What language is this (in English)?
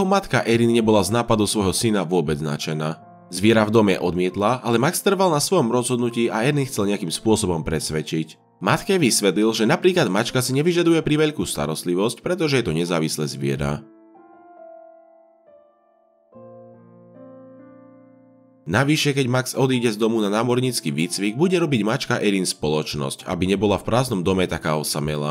Slovak